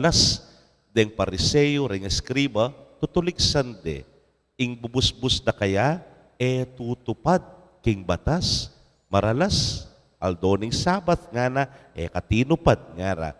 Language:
Pampanga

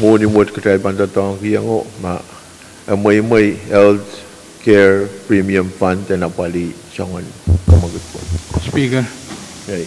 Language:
Pohnpeian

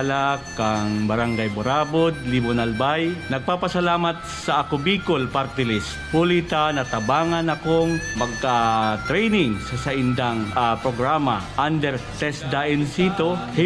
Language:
Bikol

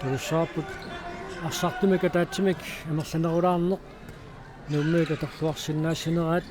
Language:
Kalaallisut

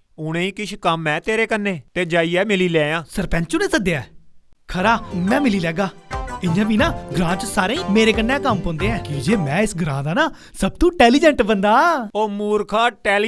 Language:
Dogri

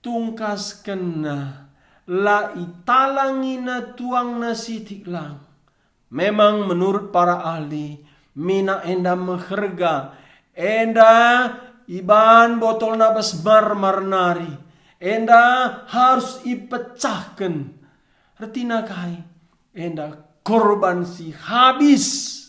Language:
Batak Karo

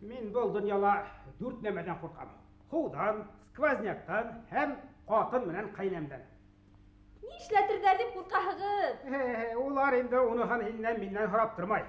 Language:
Bashkir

